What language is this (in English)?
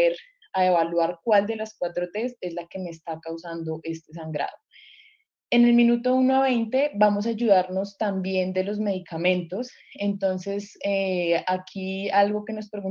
Spanish